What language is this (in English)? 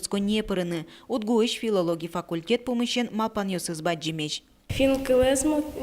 Udmurt